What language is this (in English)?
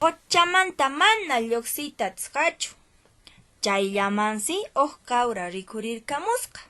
Quechua